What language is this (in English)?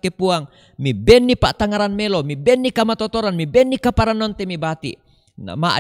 Toraja-Sa'dan